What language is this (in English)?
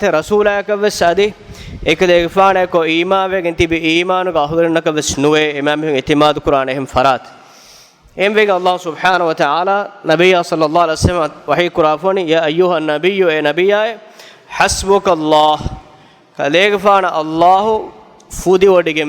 Divehi